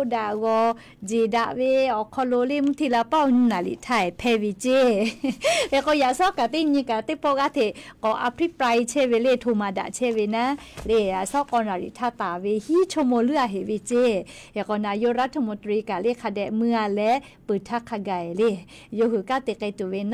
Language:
Lahu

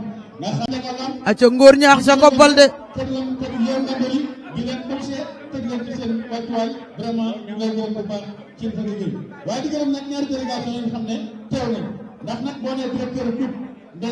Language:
Wolof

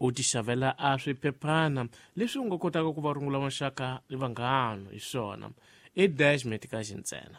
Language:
Tsonga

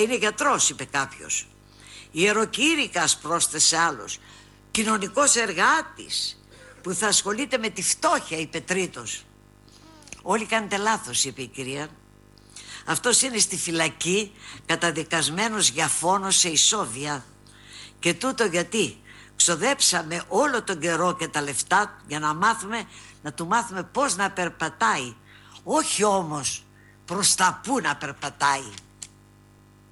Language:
Greek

